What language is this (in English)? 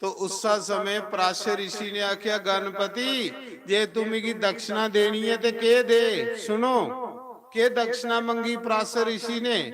Dogri